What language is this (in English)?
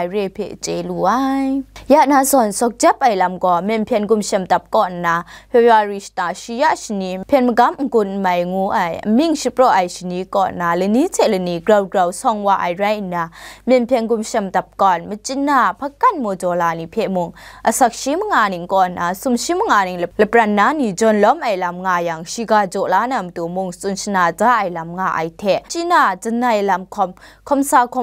Kachin